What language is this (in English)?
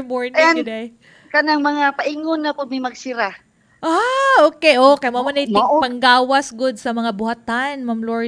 Cebuano